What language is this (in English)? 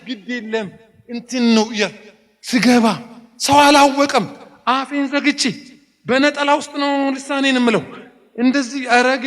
Amharic